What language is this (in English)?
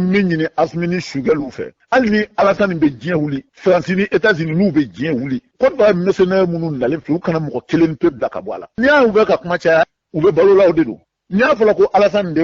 Bambara